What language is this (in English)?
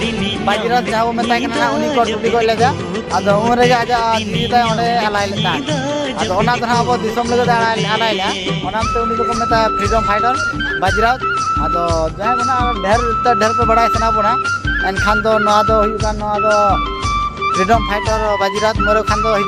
Santali